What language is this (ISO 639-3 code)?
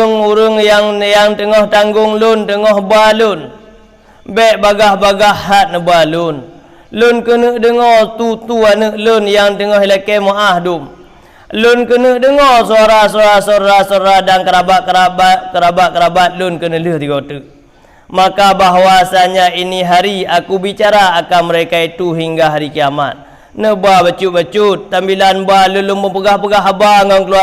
ace